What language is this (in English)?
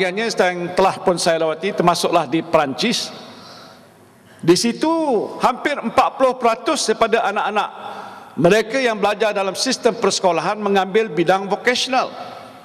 Malay